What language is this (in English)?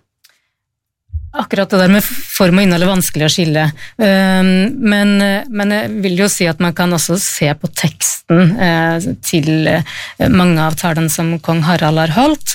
Norwegian